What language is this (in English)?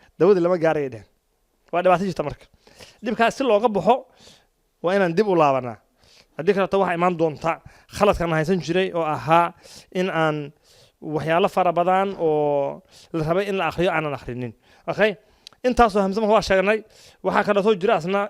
Somali